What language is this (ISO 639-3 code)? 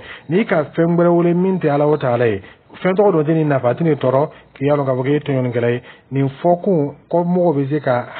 dyu